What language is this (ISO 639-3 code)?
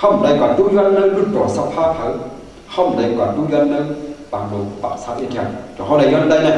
shn